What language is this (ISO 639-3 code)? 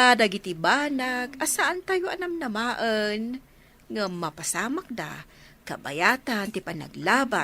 ilo